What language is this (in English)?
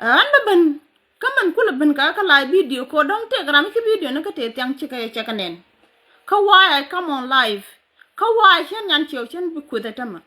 Nuer